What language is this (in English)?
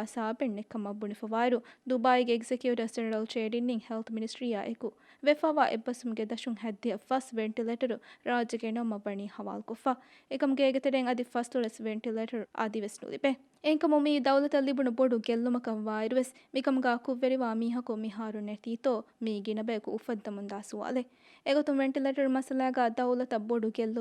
Divehi